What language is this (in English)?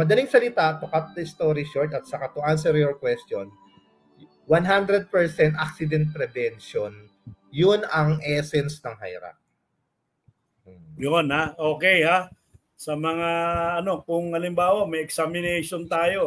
Filipino